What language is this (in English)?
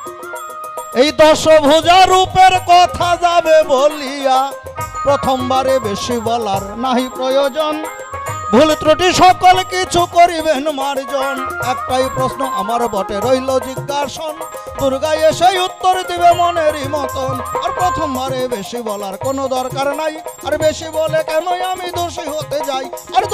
Bangla